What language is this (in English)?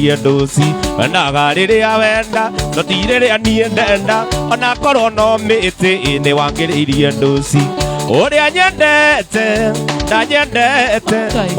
Kikuyu